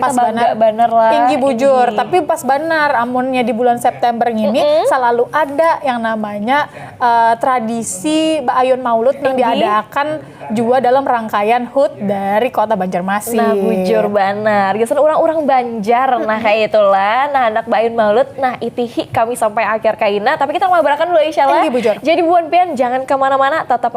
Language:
Banjar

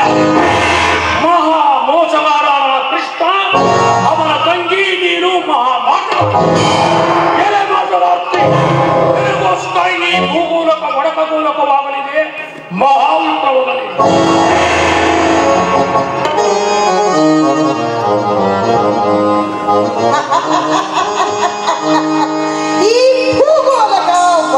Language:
Kannada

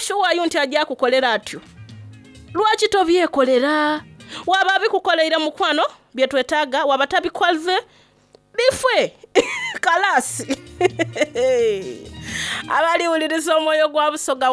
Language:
Soga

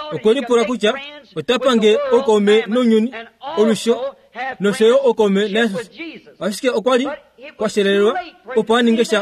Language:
Kuanyama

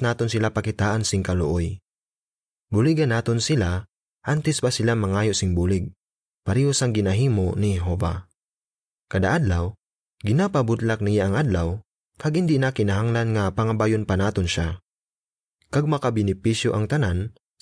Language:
Hiligaynon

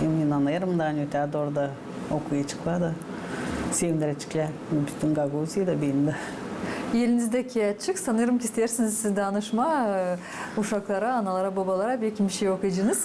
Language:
Gagauz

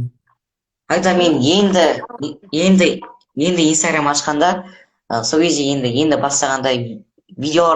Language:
Kazakh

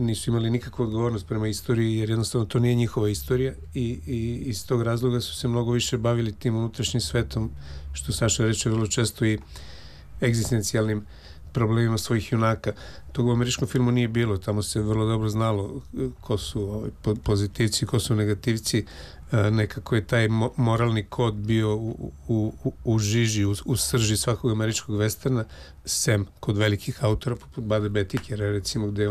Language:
Serbian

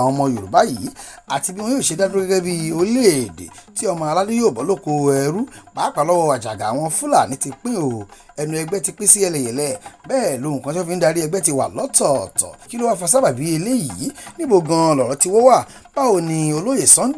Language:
Yoruba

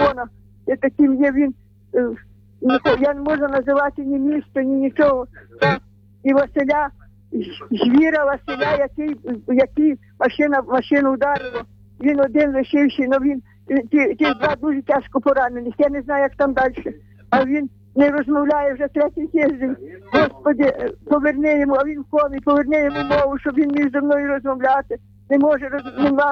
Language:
Ukrainian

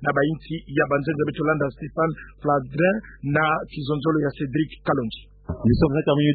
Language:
Kituba (Democratic Republic of Congo)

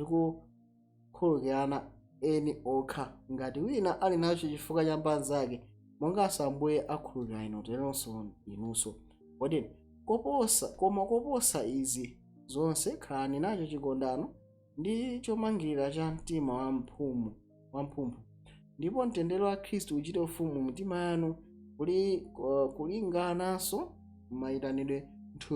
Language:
Nyanja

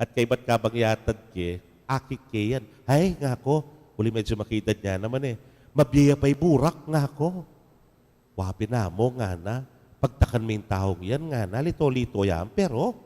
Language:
Pampanga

